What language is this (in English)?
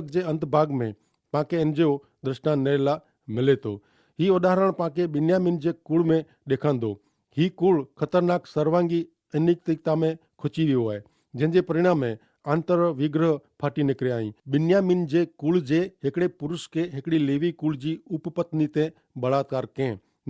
Kachhi